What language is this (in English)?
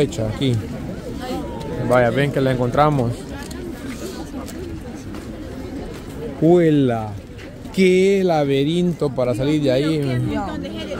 Spanish